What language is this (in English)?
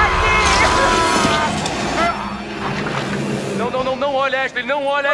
Portuguese